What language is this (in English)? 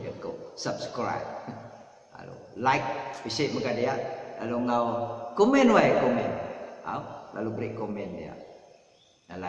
Iban